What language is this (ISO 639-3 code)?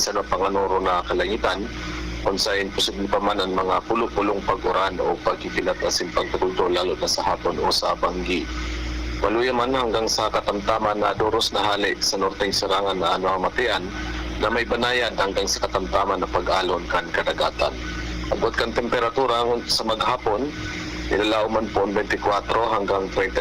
bik